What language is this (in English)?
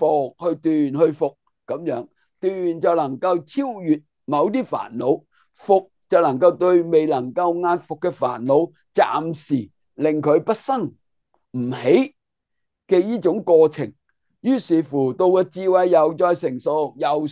Cantonese